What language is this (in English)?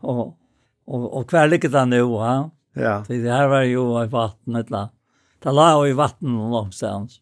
Faroese